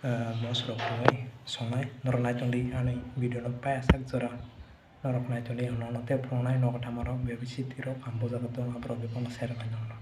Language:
Kok Borok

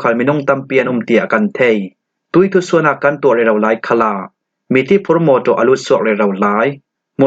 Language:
Falam Chin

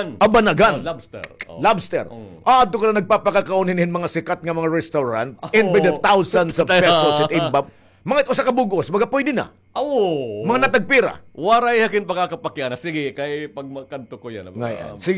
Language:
Waray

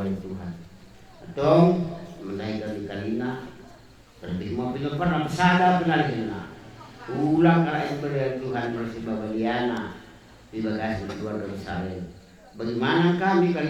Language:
Batak Karo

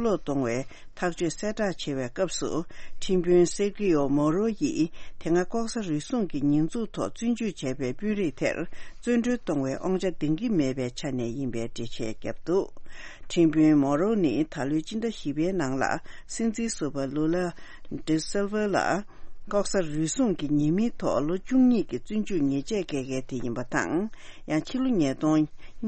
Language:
Tibetan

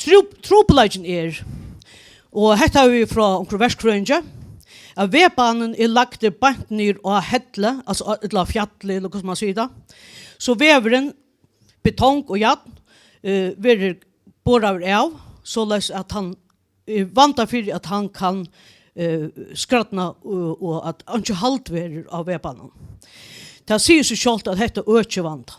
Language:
Faroese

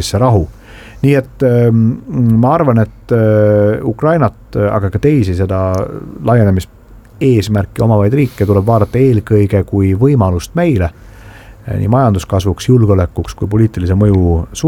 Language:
Estonian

